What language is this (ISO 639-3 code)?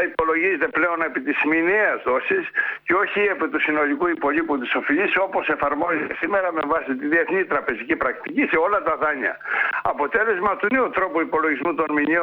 ell